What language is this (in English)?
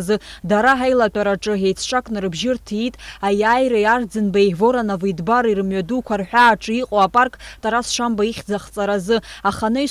Abkhazian